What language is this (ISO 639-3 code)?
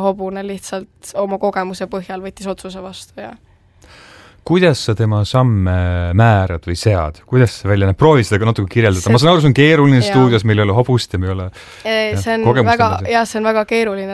est